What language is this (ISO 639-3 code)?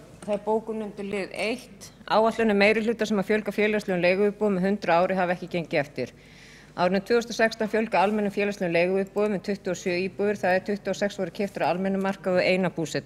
isl